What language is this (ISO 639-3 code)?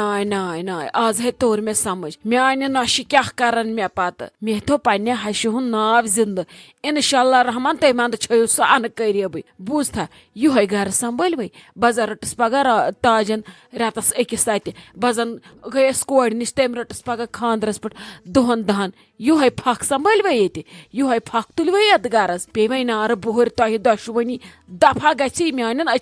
kas